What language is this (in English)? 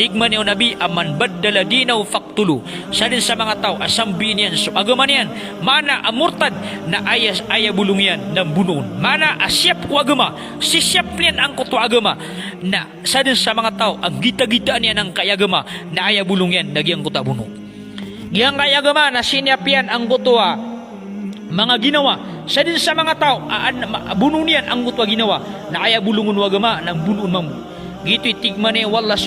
Maranao